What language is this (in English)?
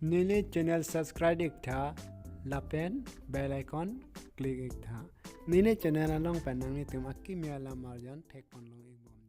Karbi